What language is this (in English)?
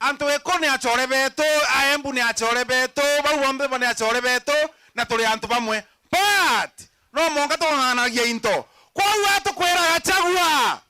Meru